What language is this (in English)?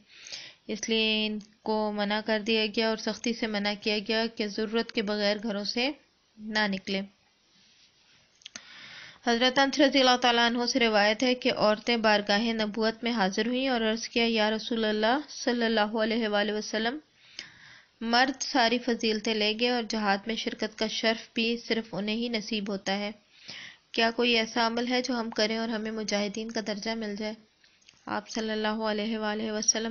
Urdu